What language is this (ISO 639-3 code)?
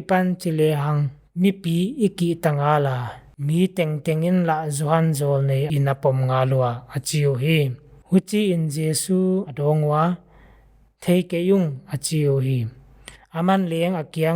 pck